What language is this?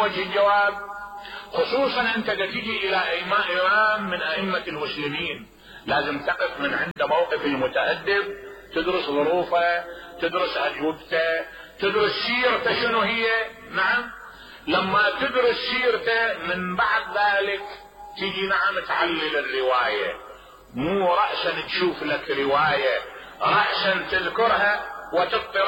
Mesopotamian Arabic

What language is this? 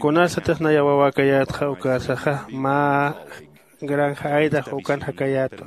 Aymara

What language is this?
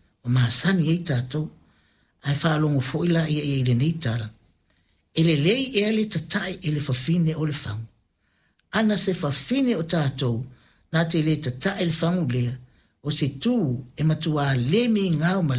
Samoan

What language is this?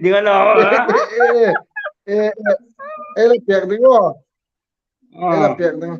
Hmar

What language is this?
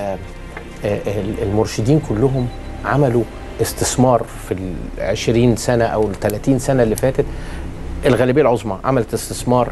Egyptian Arabic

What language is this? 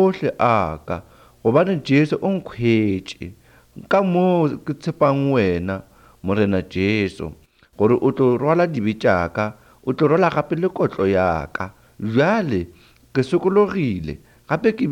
Northern Sotho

